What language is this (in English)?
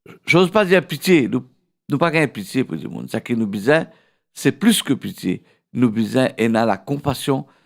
Morisyen